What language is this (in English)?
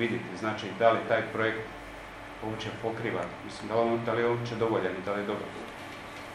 Croatian